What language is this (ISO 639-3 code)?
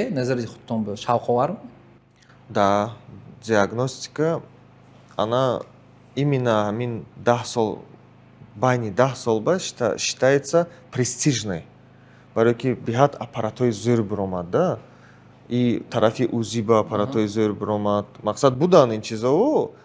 tgk